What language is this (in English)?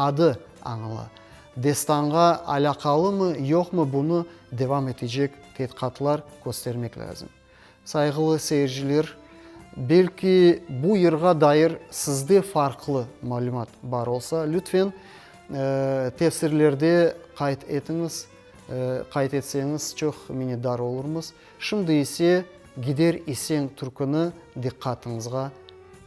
Crimean Tatar